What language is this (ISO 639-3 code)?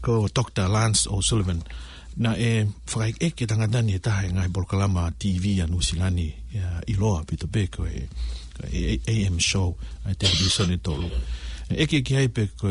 ton